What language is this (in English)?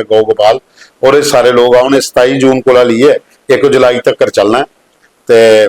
Dogri